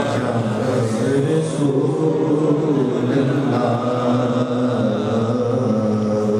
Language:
Urdu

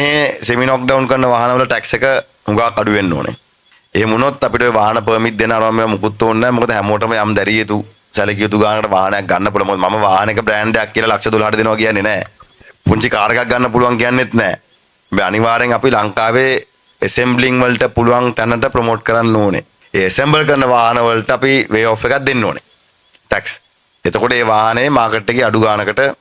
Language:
Sinhala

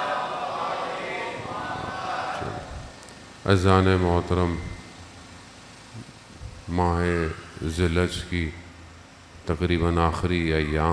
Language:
Urdu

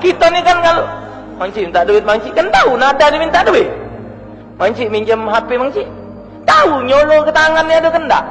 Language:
Musi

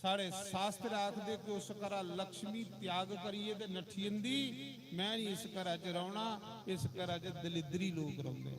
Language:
Dogri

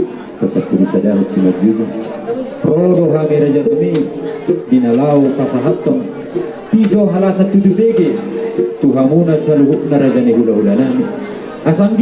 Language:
Batak Toba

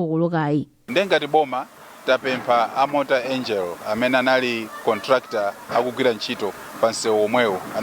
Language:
Nyanja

